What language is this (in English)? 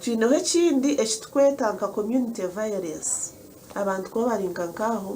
Nyankole